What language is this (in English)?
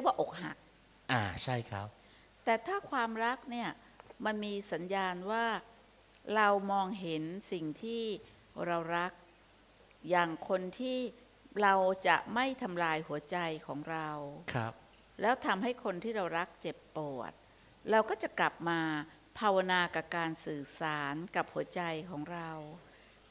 Thai